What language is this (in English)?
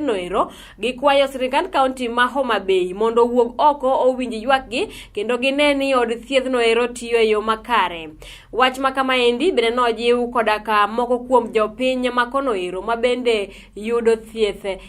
Luo (Kenya and Tanzania)